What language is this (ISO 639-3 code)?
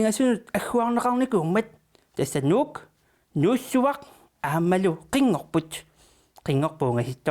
kal